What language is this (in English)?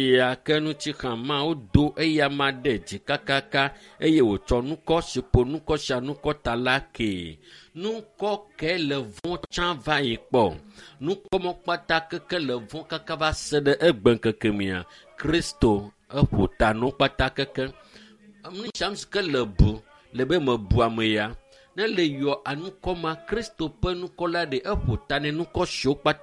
Ewe